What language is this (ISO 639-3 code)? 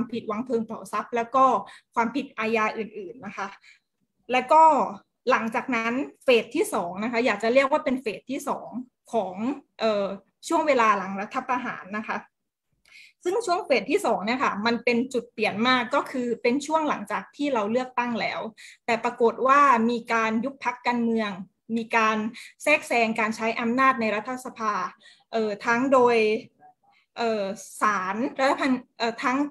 tha